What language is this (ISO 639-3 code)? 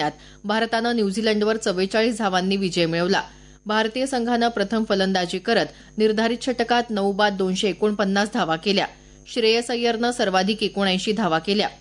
mar